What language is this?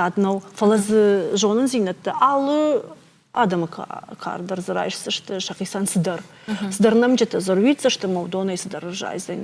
Ossetic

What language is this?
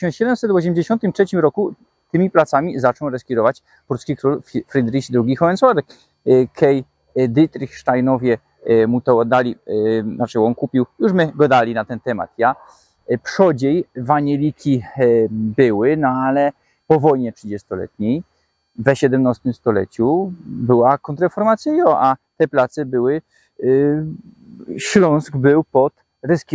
Silesian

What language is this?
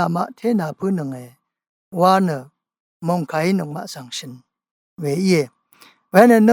Rawang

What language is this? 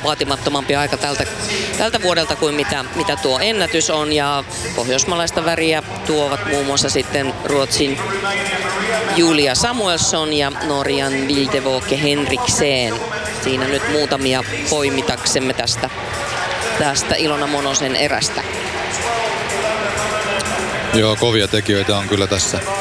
Finnish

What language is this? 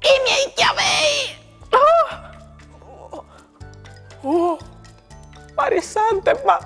Friulian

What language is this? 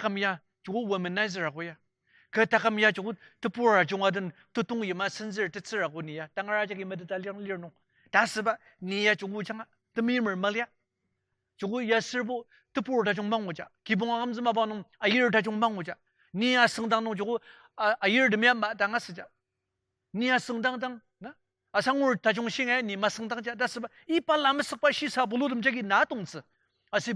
Ao Naga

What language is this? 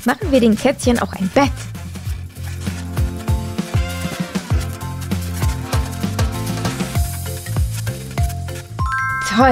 German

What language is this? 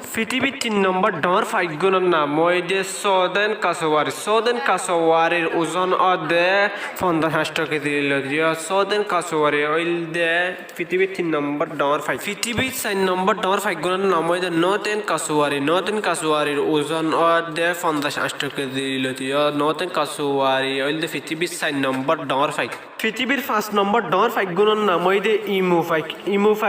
Rohingya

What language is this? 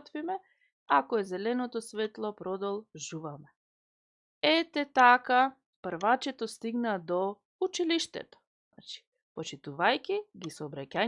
Macedonian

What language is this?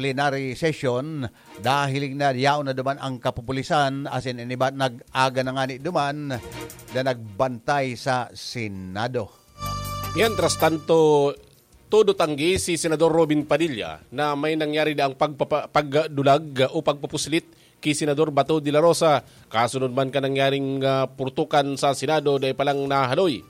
Bikol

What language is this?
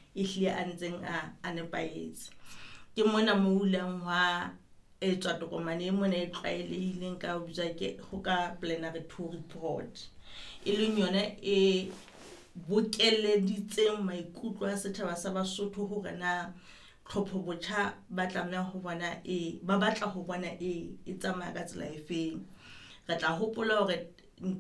Southern Sotho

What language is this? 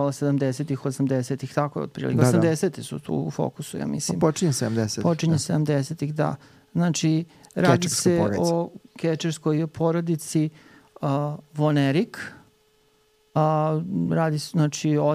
Serbian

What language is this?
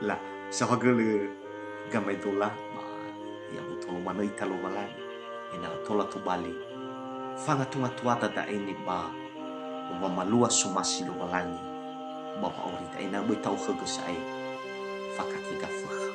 Nias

